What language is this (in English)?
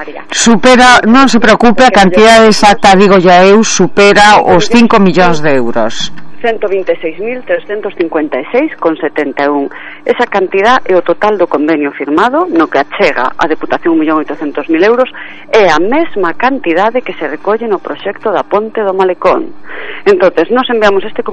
Galician